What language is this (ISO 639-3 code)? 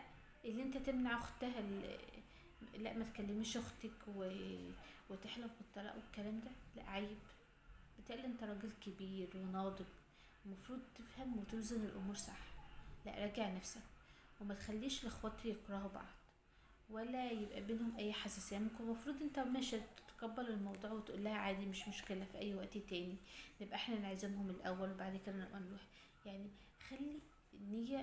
arz